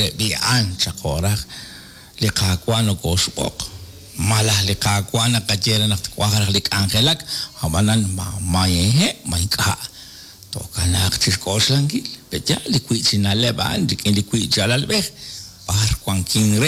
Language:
Kekchí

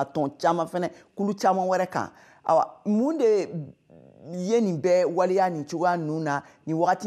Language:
Bambara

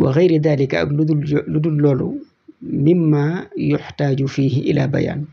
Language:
Wolof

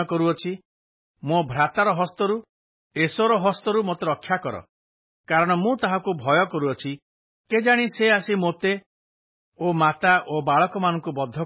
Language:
Odia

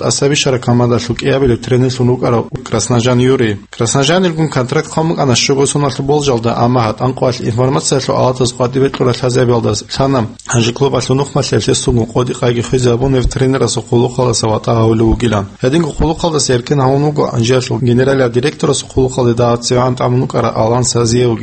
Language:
Avaric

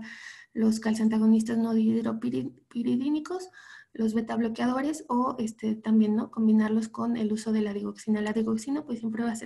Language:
Spanish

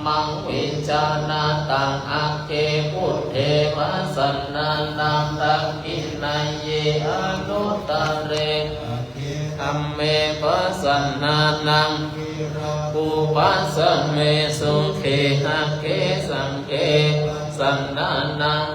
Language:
Pali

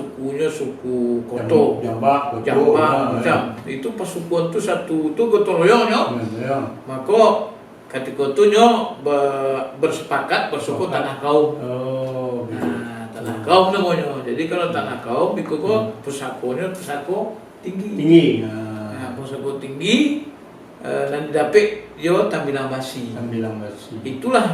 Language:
Minangkabau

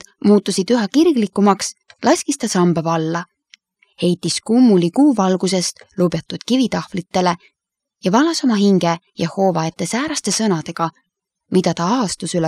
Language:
Estonian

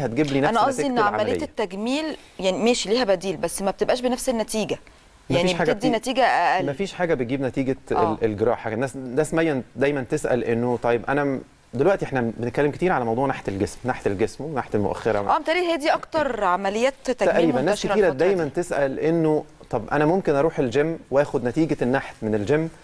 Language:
Egyptian Arabic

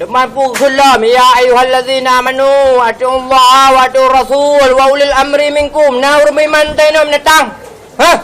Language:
Achinese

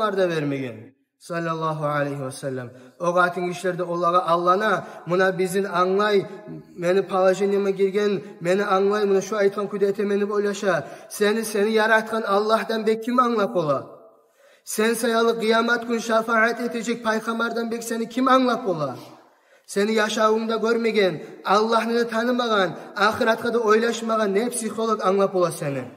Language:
Kumyk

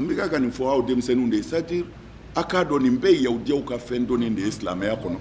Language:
Bambara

